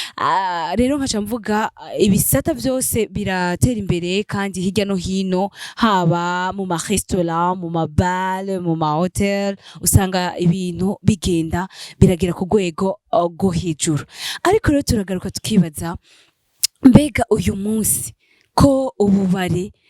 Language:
Rundi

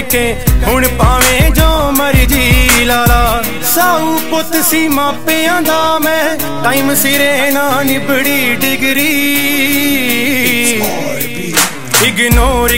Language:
Punjabi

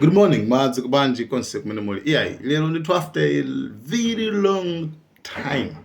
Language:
Nyanja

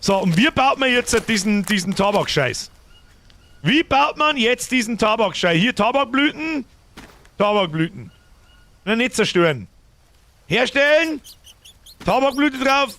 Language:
Bavarian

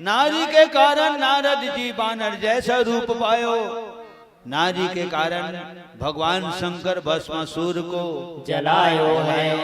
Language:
Chhattisgarhi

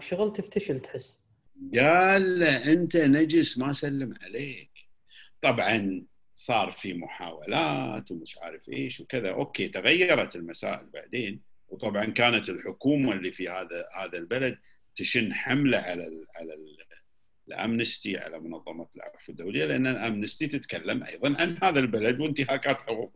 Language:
Gulf Arabic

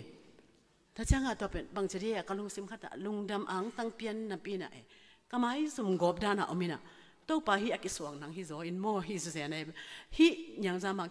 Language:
Tedim Chin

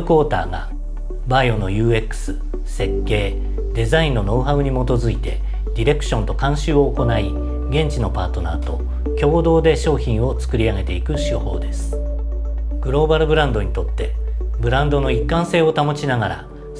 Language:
Japanese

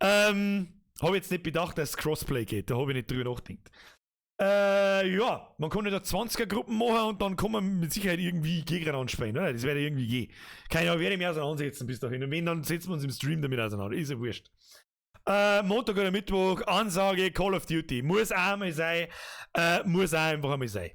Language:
Bavarian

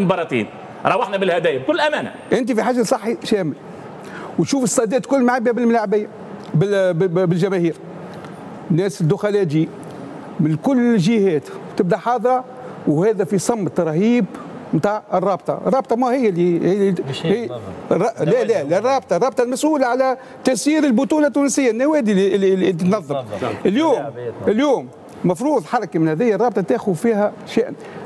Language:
Tunisian Arabic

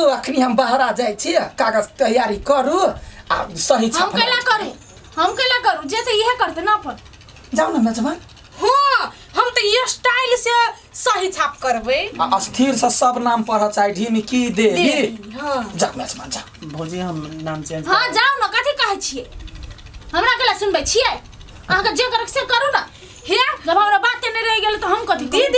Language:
Maithili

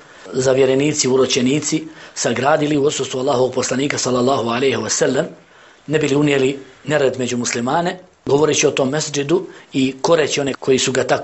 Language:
Bosnian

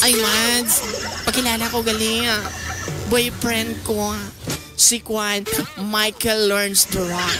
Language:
Hiligaynon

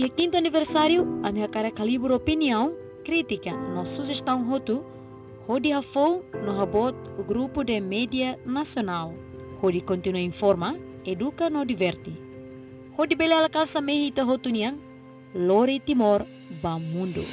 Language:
Tetum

